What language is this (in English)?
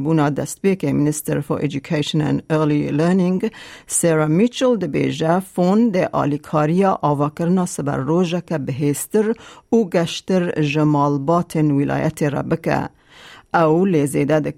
Kurdish